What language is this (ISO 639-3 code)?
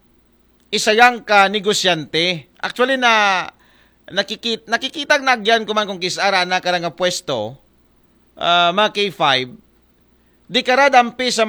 akl